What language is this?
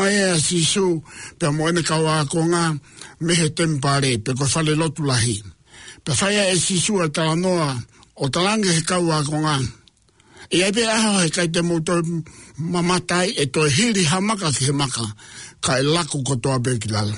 Tongan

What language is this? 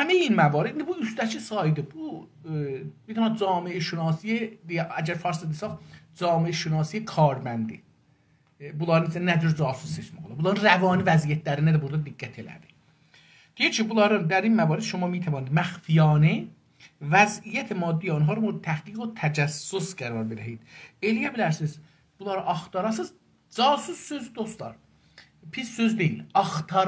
South Azerbaijani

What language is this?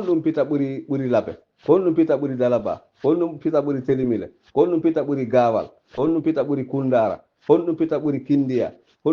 Fula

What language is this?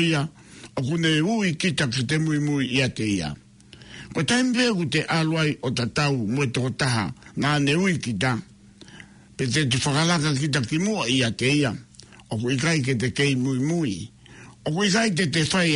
Tongan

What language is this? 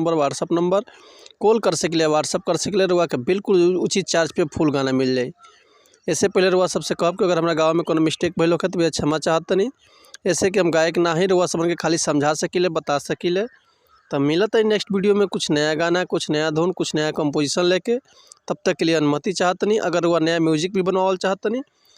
Bhojpuri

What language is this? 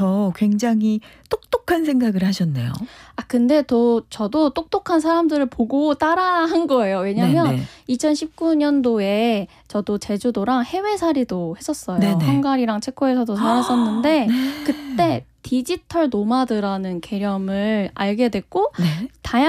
Korean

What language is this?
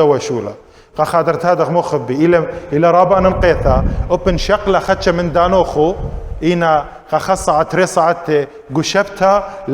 Assyrian Neo-Aramaic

